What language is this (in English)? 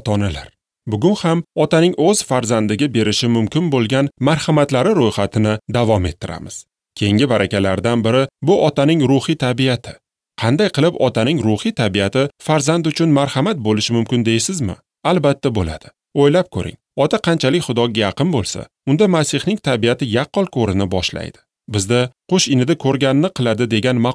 Uzbek